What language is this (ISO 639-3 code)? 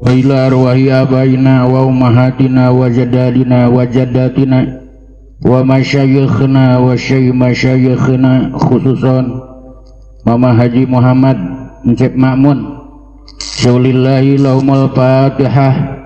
sun